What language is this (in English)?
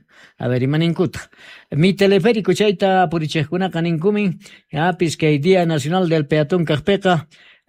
South Bolivian Quechua